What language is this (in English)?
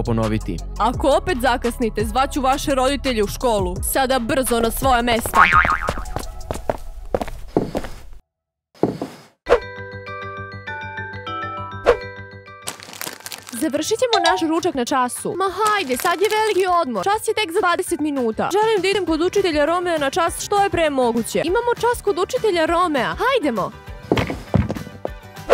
Serbian